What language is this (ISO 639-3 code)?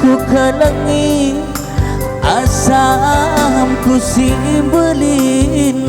btx